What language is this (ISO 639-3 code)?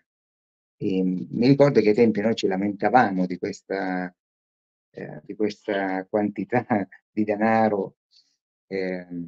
ita